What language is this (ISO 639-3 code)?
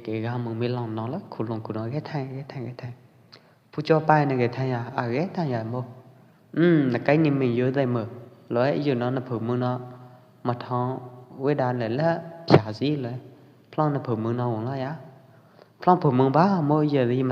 kjp